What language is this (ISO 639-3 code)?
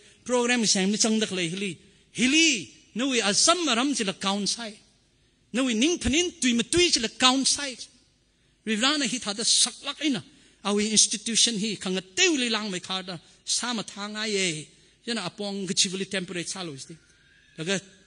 nmf